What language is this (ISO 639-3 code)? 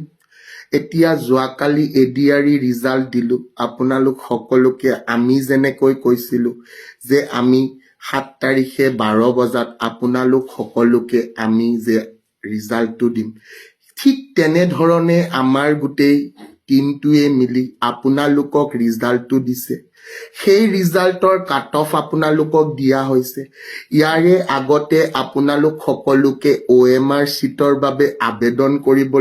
asm